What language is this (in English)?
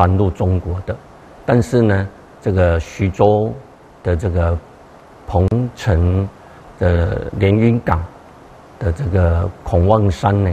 Chinese